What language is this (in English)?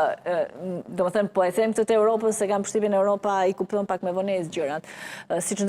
Albanian